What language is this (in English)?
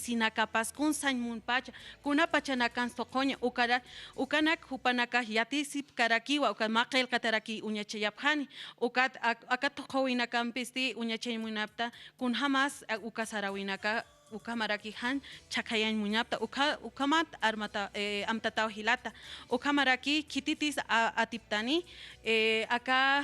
Aymara